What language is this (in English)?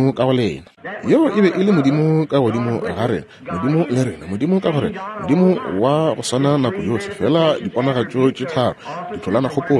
Northern Sotho